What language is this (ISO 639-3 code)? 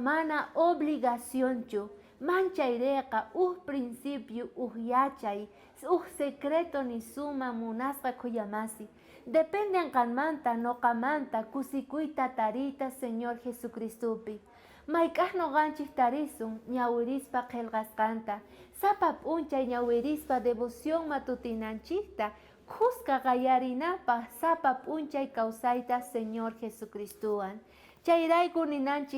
quh